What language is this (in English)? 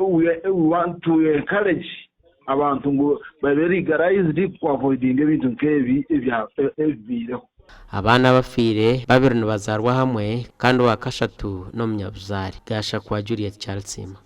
Nyankole